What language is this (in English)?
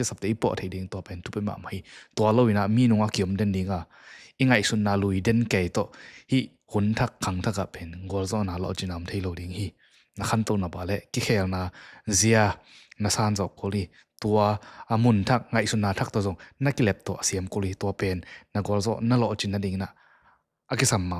Tedim Chin